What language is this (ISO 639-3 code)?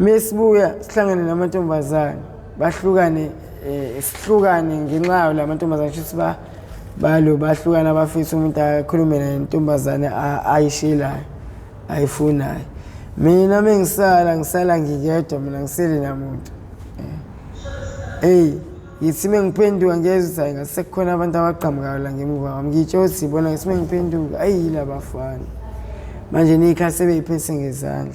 zul